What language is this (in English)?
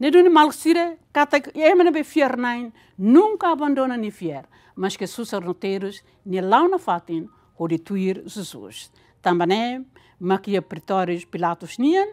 Tetum